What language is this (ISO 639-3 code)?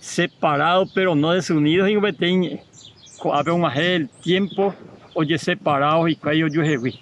grn